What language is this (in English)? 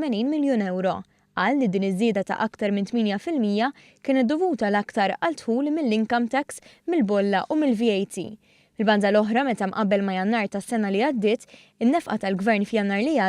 Maltese